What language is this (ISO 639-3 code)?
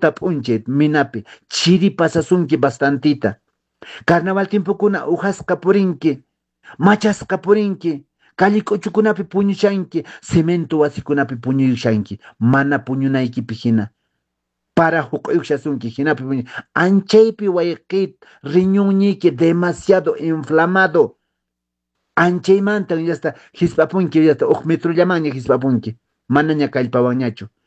que